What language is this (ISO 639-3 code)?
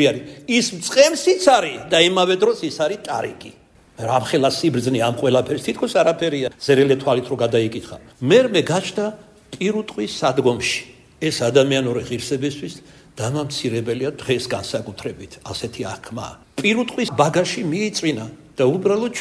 kat